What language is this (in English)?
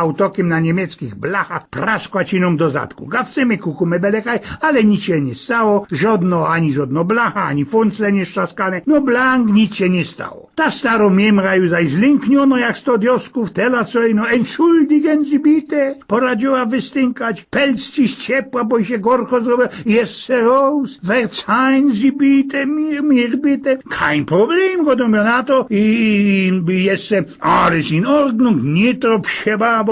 Silesian